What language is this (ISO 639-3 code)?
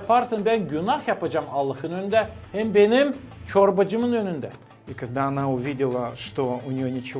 gag